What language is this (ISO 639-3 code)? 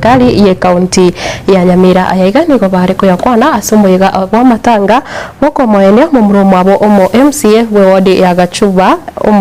guz